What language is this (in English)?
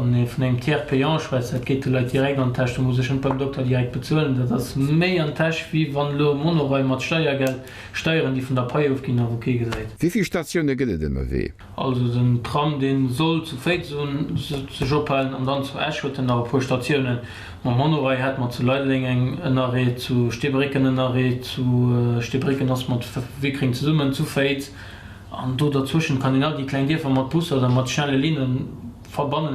Luxembourgish